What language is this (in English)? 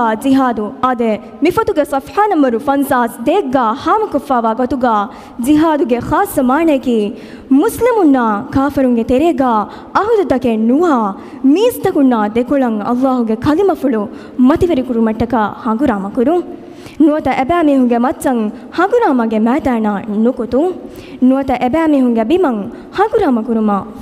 Divehi